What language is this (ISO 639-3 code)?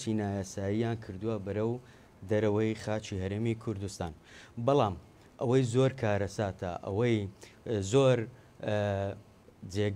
ckb